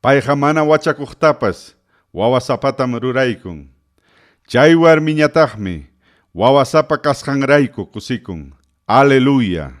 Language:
Ayacucho Quechua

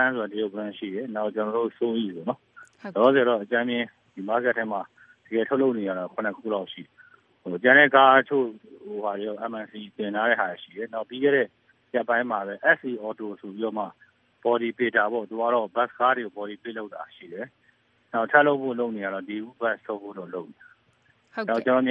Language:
Burmese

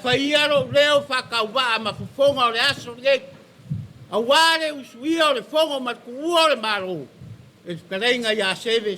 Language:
Samoan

